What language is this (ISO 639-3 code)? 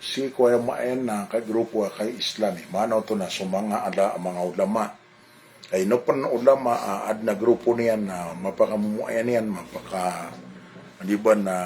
mrw